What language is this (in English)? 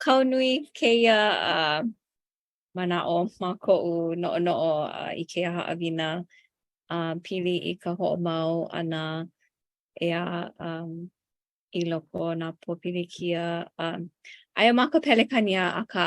Hawaiian